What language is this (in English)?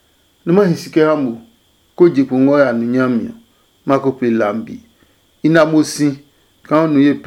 Adangme